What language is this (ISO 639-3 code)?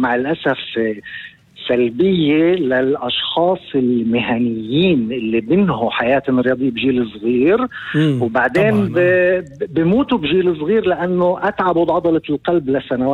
apc